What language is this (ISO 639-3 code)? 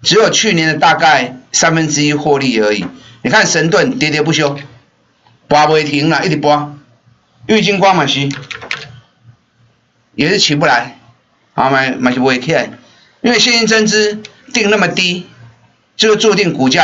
zho